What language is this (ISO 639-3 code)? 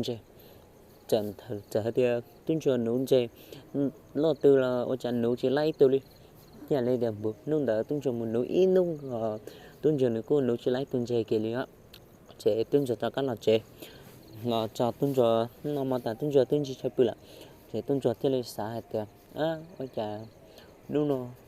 hmn